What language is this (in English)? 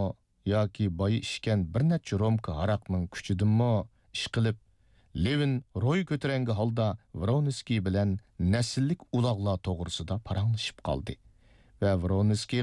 Uyghur